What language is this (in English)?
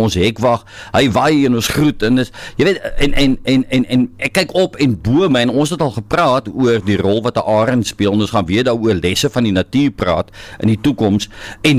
Afrikaans